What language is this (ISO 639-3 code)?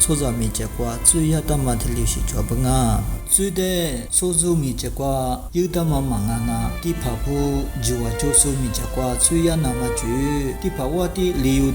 lis